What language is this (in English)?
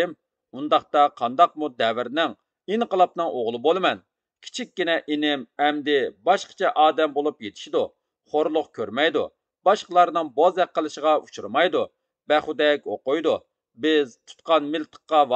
Uyghur